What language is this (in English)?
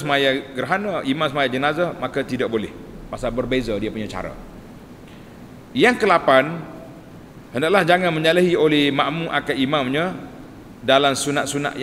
Malay